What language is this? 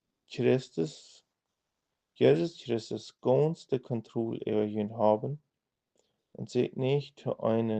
Plautdietsch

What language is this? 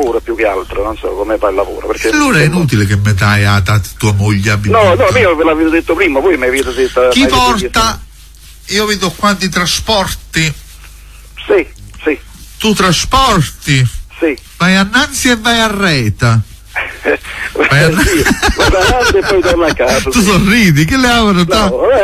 Italian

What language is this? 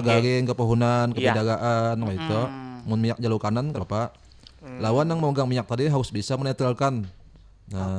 Banjar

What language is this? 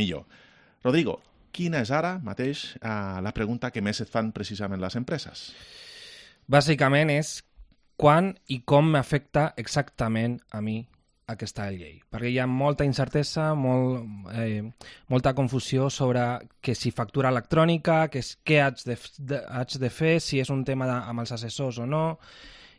Catalan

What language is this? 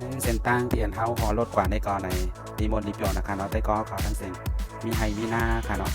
Shan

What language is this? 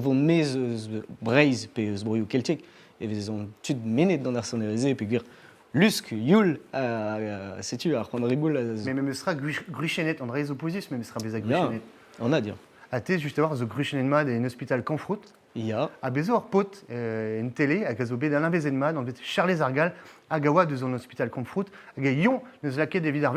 Breton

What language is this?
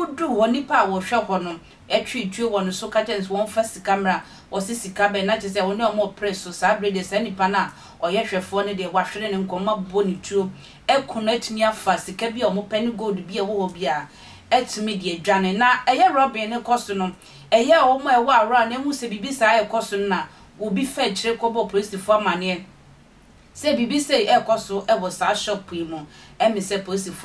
Akan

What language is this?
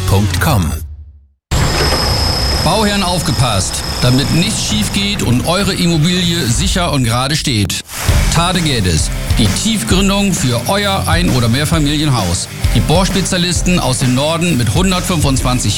German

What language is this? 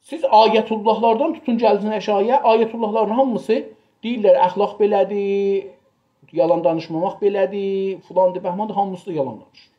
South Azerbaijani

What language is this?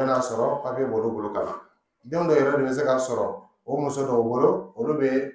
Dyula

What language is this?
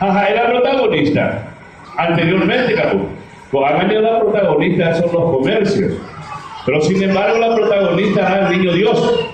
Guarani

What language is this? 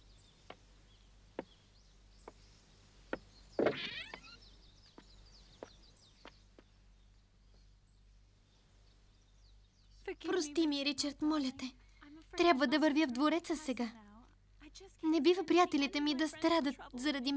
Bulgarian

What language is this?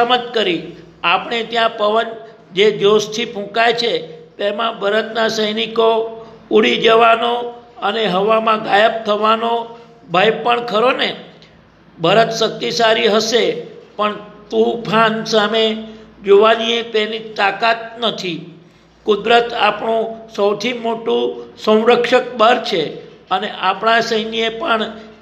Gujarati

